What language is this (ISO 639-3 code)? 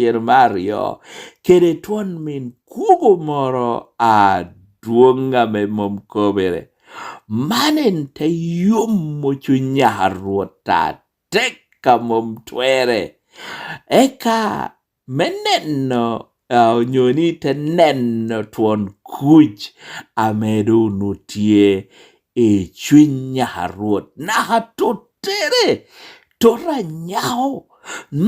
laj